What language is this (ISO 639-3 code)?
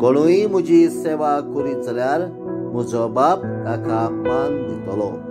kok